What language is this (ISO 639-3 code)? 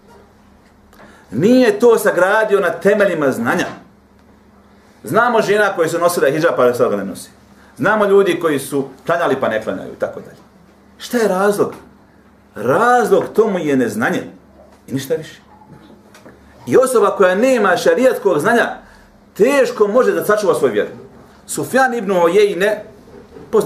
bos